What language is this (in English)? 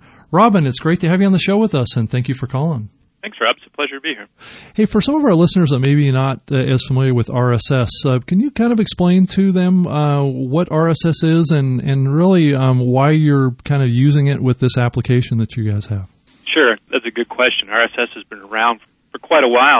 English